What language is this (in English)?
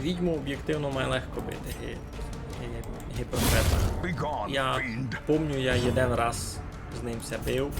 Rusyn